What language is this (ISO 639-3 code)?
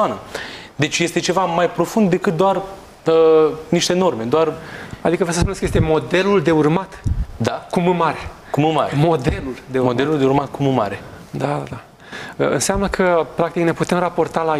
ron